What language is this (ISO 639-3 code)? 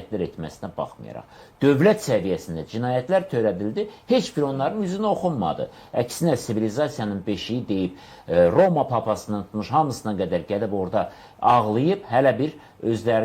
aze